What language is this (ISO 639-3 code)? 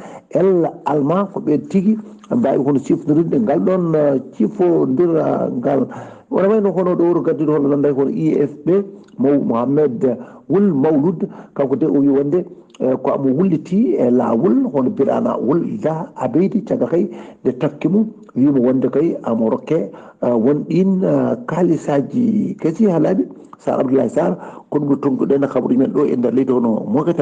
ful